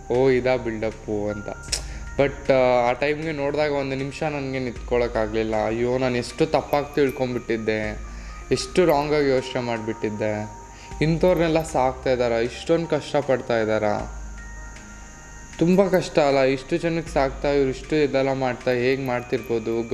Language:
Kannada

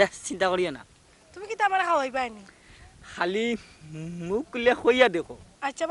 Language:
Sylheti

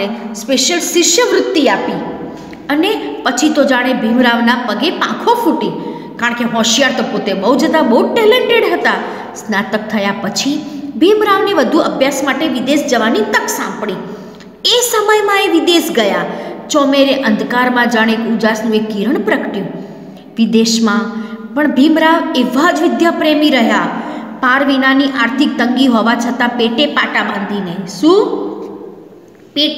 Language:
Gujarati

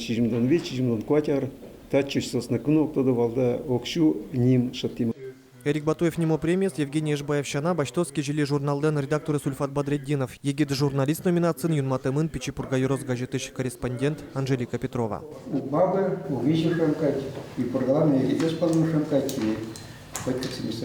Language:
Udmurt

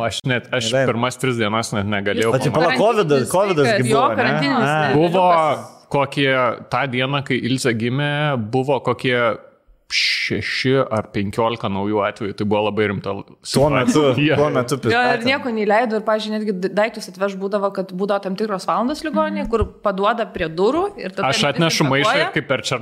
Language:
Lithuanian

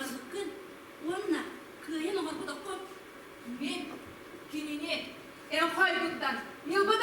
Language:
Yakut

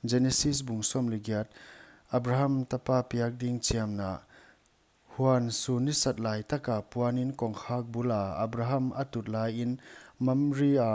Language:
Paite Chin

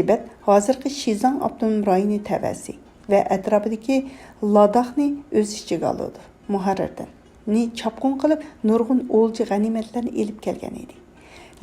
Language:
Uyghur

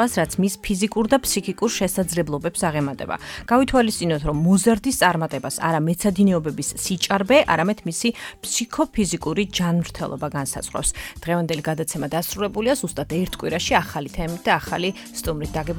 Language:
Georgian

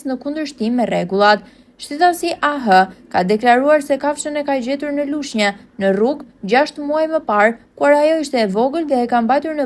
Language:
Albanian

